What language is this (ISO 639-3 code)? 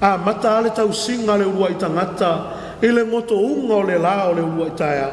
smo